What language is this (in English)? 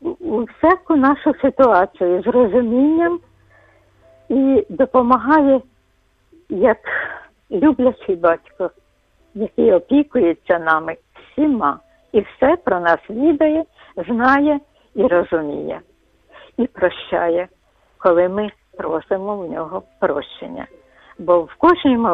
Ukrainian